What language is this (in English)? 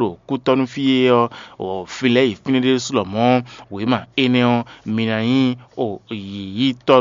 Fon